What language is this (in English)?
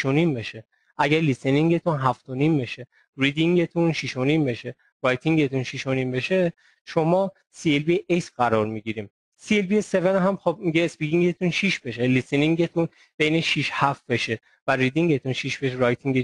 Persian